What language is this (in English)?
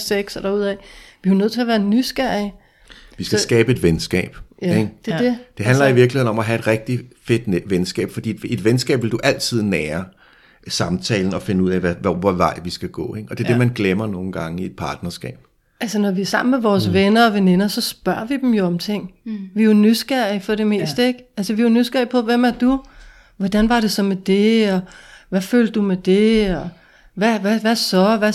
Danish